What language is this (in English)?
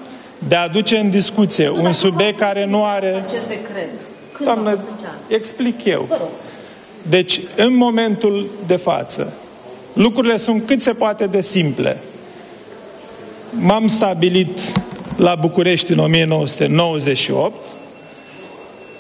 Romanian